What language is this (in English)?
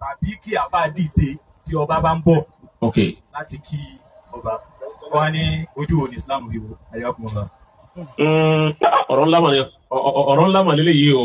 Yoruba